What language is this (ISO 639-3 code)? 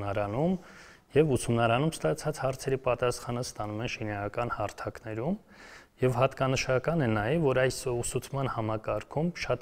hye